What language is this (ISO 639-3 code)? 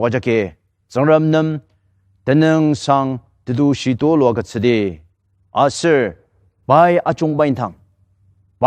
njo